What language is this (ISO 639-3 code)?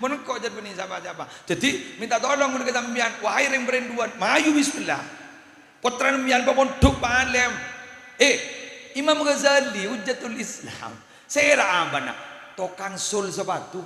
mad